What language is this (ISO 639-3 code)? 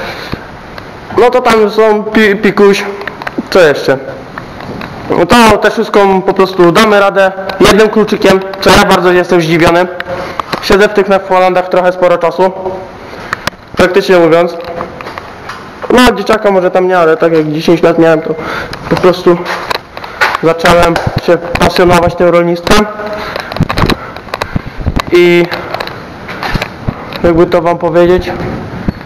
pol